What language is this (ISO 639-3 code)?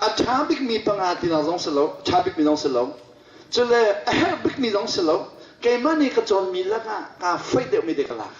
cnh